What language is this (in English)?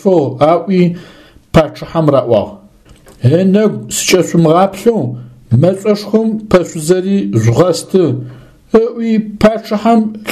Adyghe